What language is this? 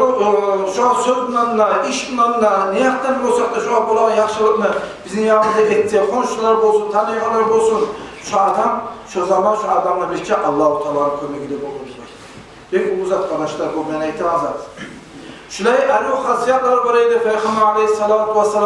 Kumyk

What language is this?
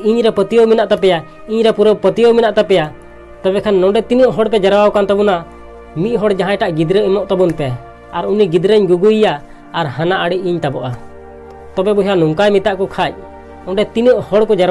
Santali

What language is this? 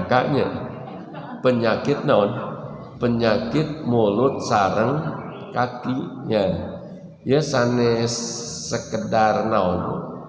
Sundanese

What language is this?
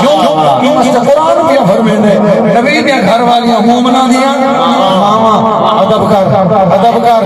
Saraiki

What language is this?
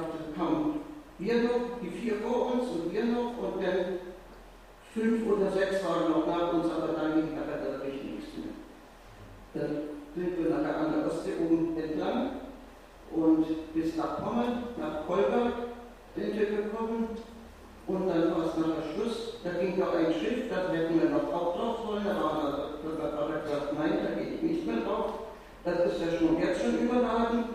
German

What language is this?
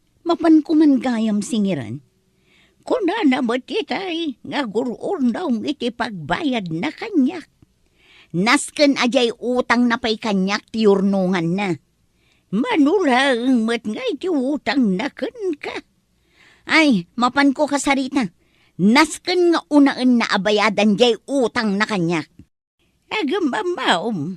Iloko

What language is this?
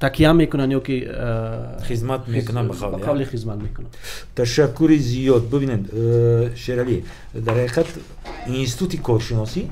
Tajik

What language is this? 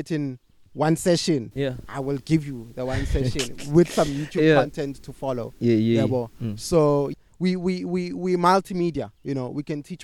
English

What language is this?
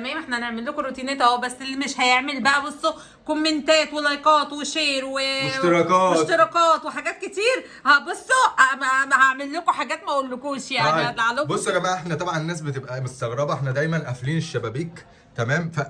Egyptian Arabic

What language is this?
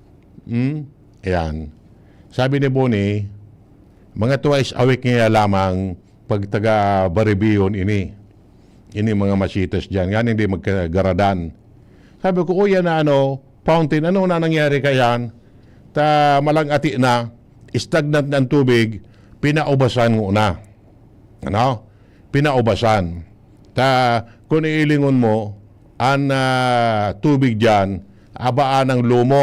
Bikol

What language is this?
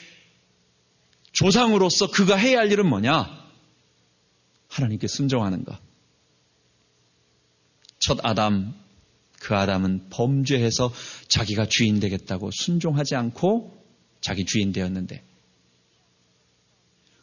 Korean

